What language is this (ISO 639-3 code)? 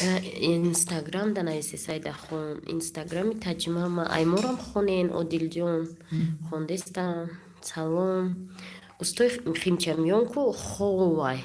tgk